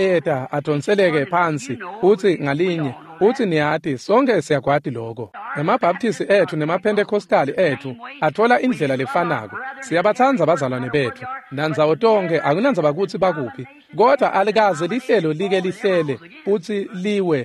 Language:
Swati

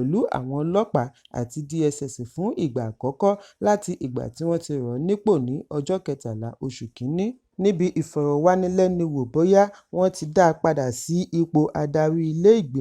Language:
Yoruba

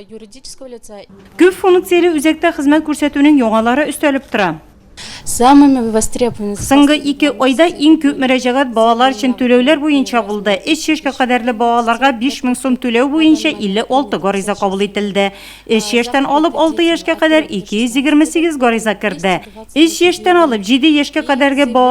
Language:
Tatar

